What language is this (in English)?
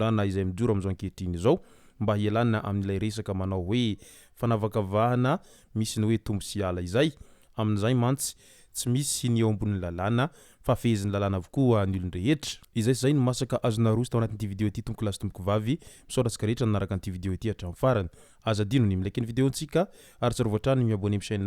Malagasy